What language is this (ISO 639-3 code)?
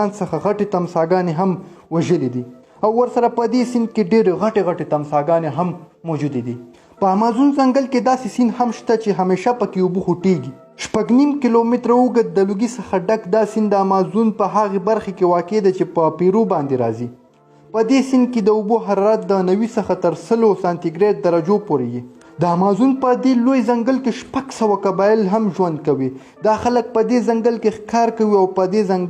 pus